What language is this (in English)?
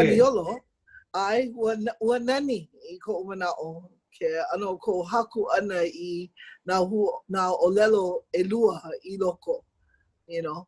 Hawaiian